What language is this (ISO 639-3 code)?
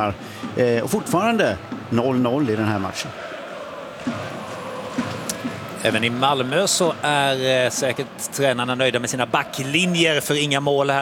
swe